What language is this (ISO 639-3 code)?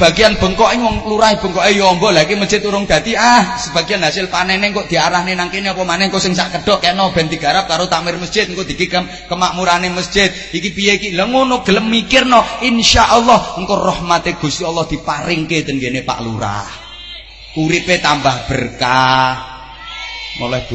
jav